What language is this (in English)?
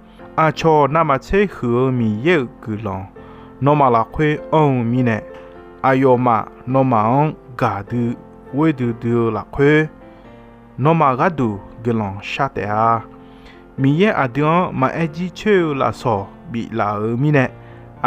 Akha